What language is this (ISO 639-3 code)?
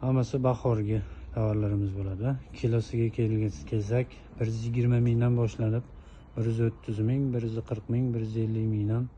uzb